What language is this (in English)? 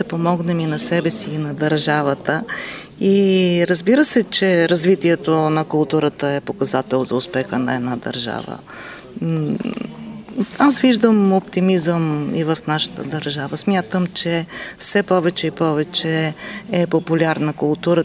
Bulgarian